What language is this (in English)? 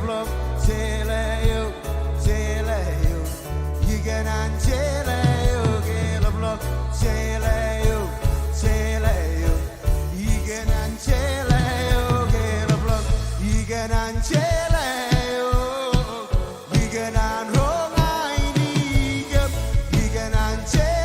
Marshallese